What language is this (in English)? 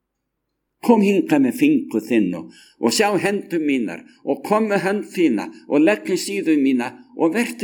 Icelandic